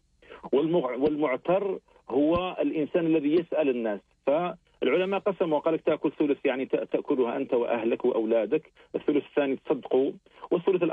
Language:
Algerian Arabic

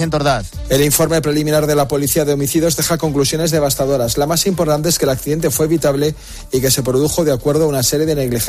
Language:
Spanish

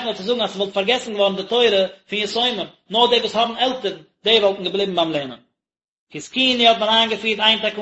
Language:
Yiddish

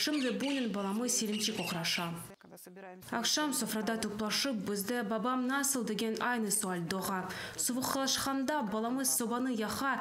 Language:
Crimean Tatar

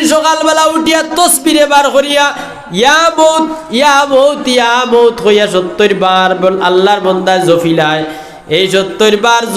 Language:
Sylheti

